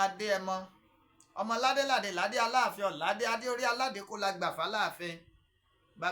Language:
Yoruba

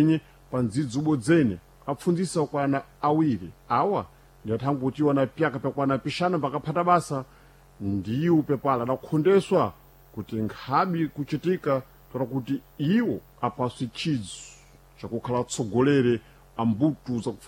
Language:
Sena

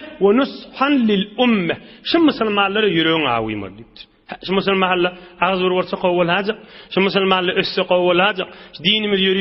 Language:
Turkmen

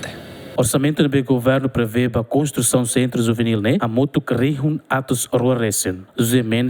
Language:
Tetum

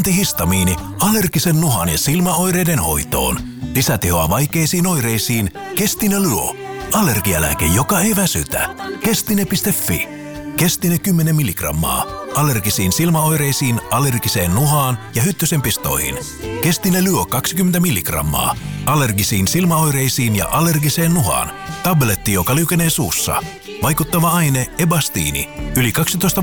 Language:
Finnish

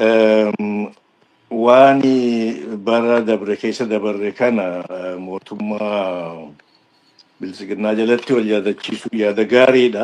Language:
Oromo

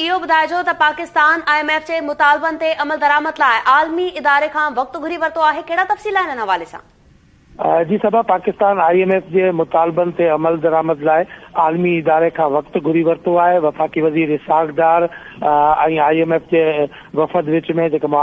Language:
Sindhi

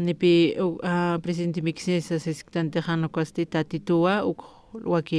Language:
Aymara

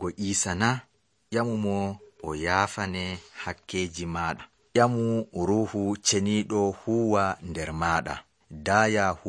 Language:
Nigerian Fulfulde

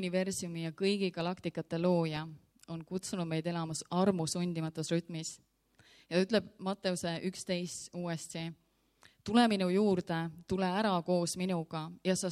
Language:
Estonian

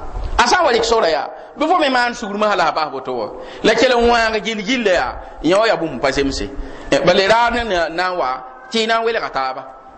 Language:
Mossi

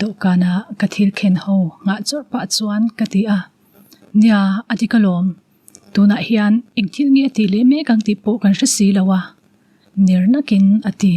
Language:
Mizo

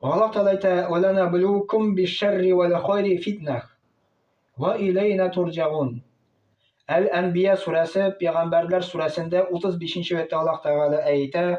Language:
Tatar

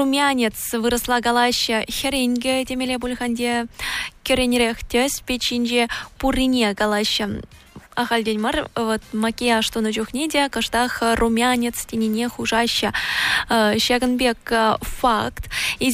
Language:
Chuvash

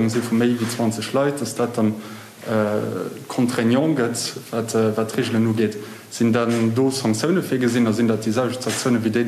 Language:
Luxembourgish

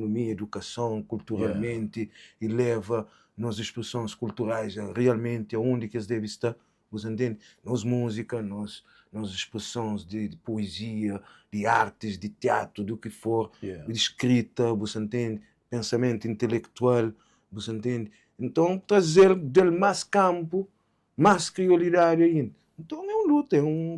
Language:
Kabuverdianu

